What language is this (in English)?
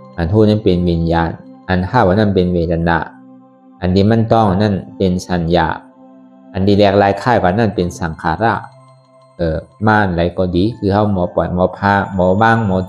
Shan